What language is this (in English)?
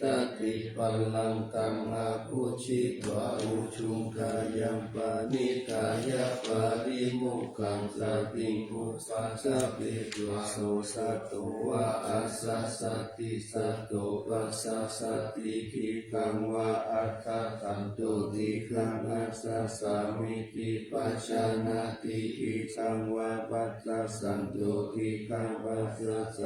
Pali